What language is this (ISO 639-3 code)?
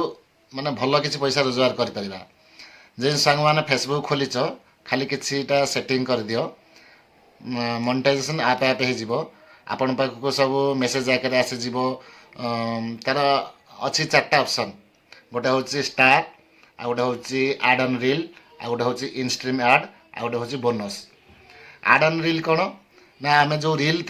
ori